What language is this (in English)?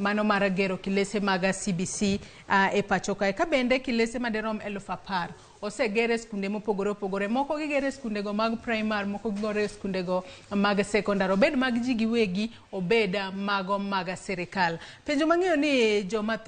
Luo (Kenya and Tanzania)